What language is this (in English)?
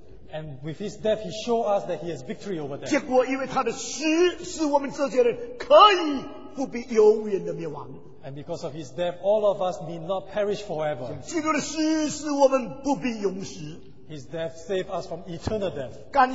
Chinese